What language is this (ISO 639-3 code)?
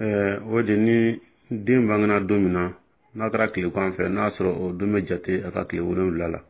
dyu